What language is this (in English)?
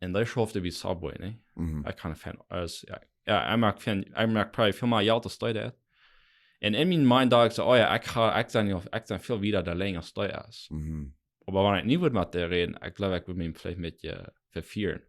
Plautdietsch